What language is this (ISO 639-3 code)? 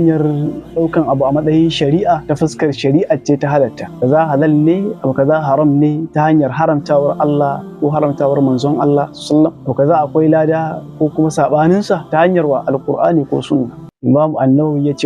hau